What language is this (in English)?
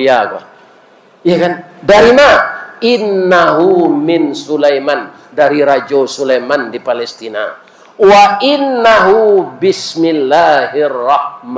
Minangkabau